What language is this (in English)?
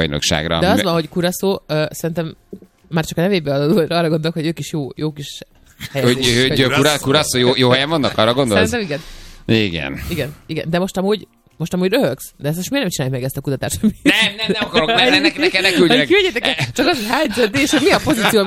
Hungarian